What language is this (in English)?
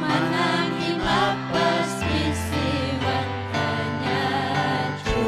Ayacucho Quechua